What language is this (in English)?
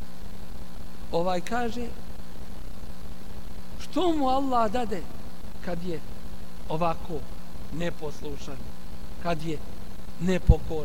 Bosnian